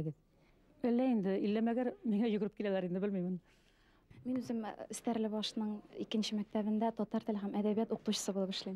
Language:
Bashkir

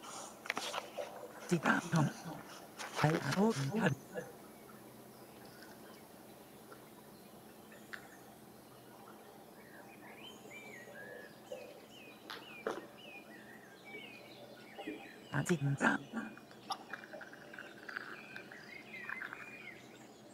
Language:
Vietnamese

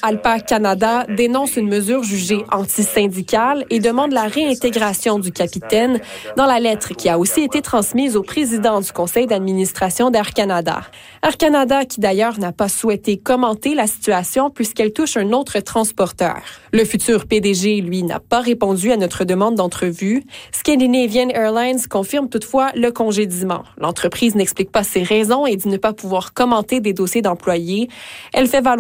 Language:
French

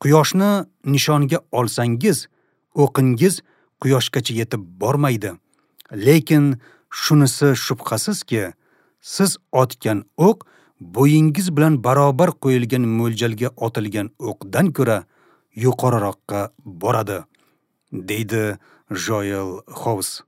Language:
Uzbek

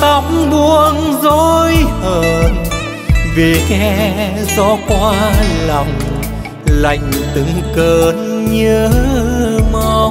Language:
Vietnamese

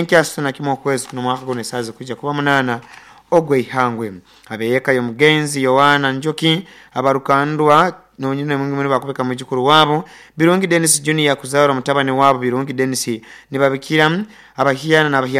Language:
Nyoro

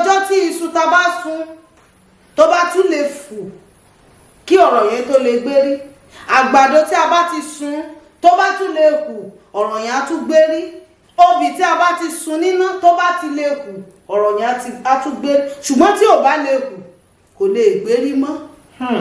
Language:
Yoruba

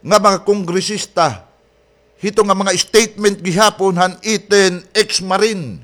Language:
Waray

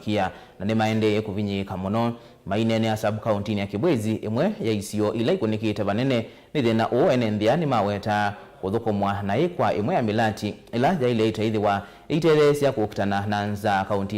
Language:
Kamba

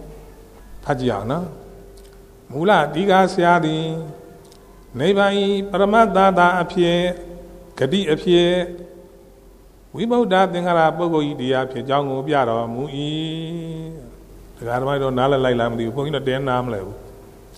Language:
Burmese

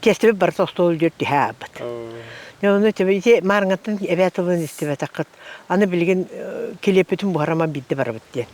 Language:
Yakut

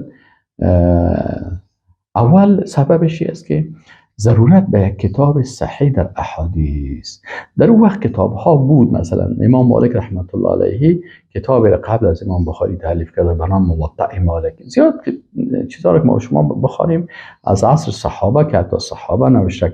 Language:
Persian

